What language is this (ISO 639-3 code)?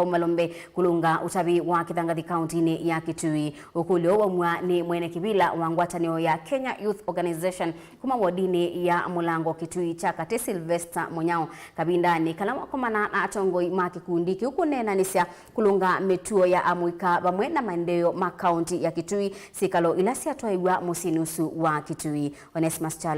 kam